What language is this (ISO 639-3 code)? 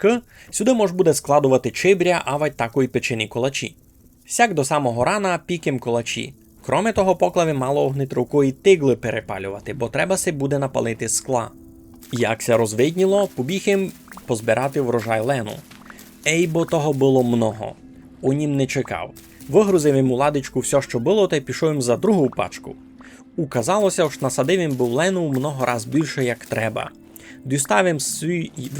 rue